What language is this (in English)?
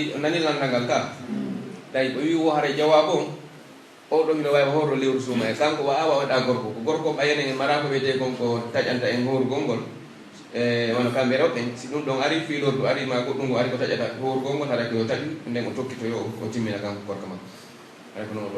Pular